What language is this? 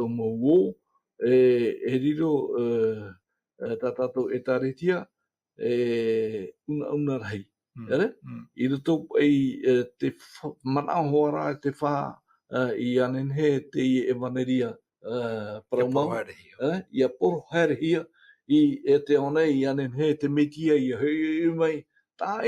Tahitian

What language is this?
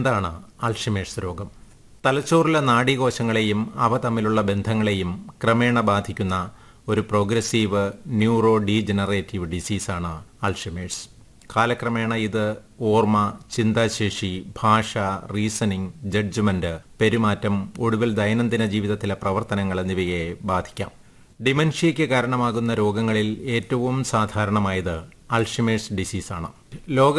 Malayalam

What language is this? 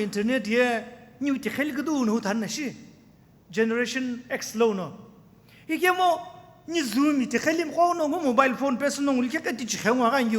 Sumi Naga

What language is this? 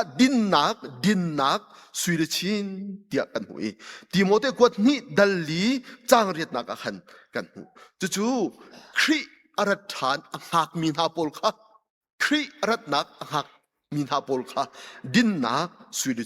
Hakha Chin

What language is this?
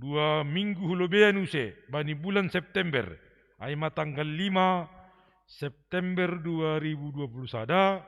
Batak Simalungun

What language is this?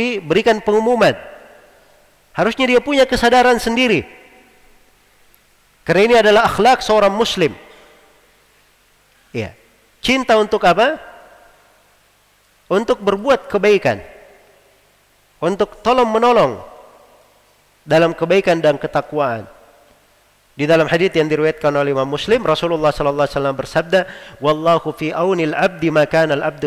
Indonesian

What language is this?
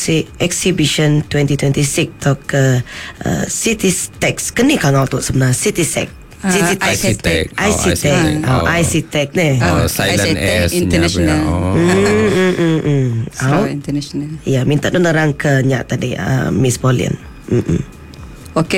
Iban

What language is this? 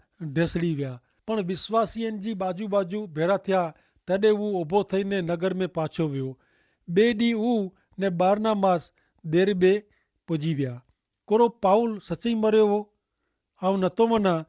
Kachhi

